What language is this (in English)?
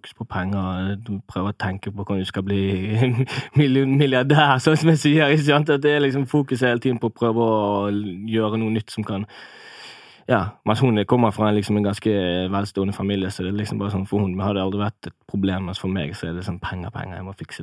Norwegian